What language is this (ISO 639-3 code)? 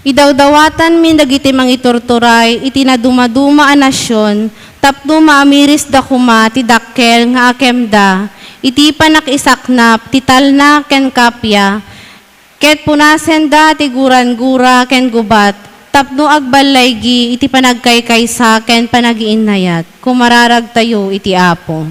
ilo